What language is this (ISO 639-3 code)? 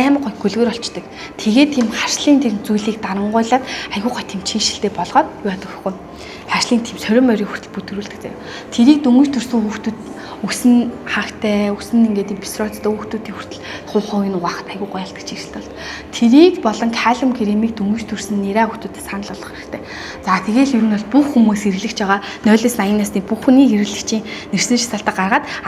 mon